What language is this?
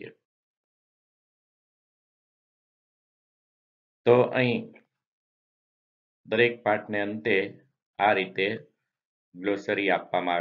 Gujarati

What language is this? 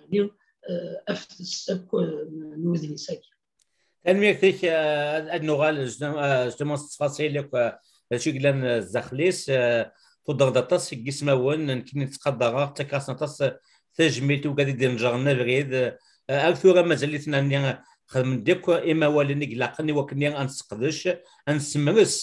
Kabyle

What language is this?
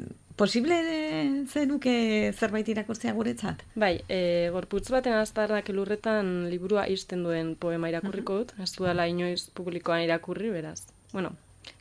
Basque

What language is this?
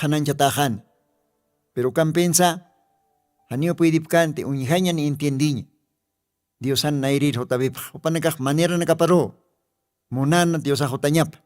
Aymara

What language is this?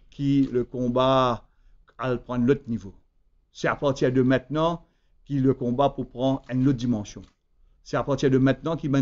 Morisyen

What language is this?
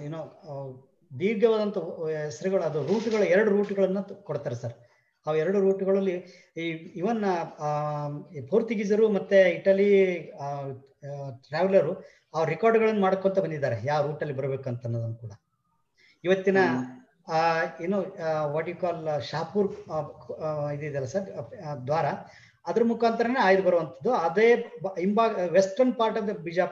Kannada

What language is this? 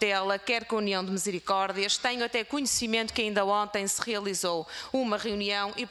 Portuguese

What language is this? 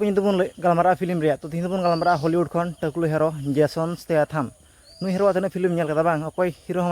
Santali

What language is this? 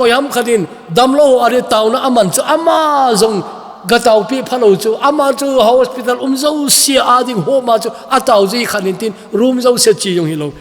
Thado Chin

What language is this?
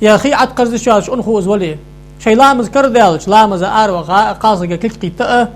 Ingush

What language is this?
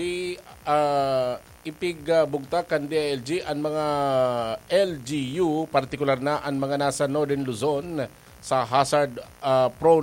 Bikol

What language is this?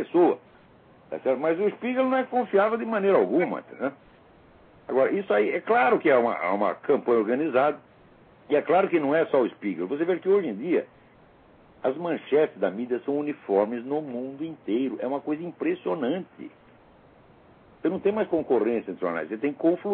Portuguese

